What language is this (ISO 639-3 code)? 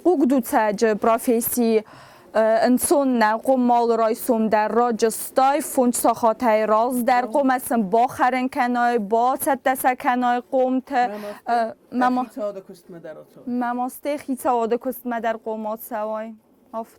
oss